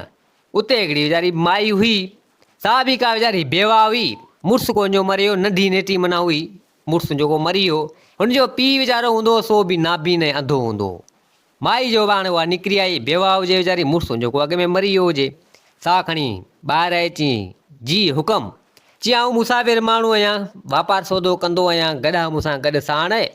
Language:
Sindhi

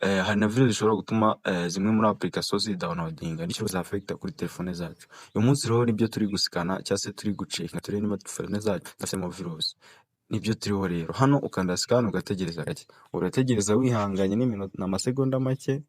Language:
Kinyarwanda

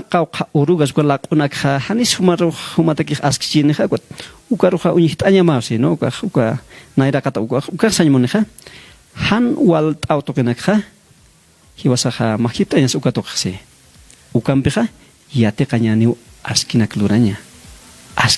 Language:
Aymara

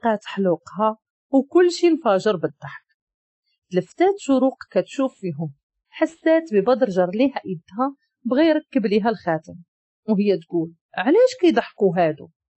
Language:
Moroccan Arabic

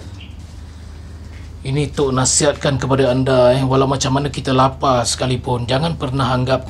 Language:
Malay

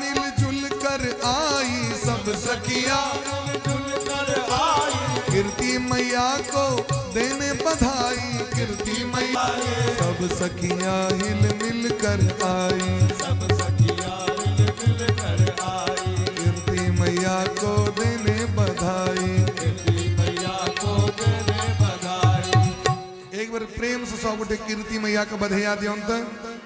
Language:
Maithili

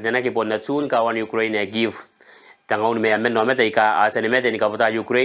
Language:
Gilbertese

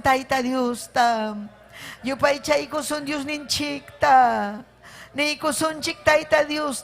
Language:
Ayacucho Quechua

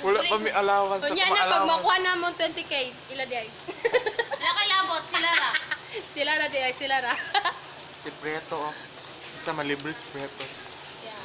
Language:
Cebuano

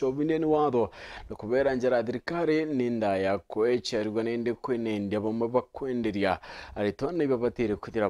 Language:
Meru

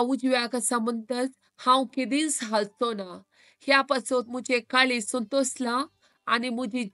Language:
Konkani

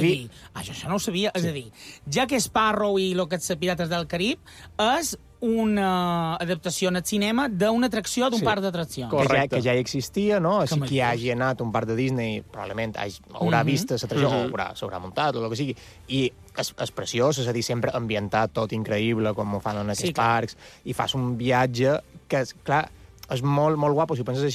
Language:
Catalan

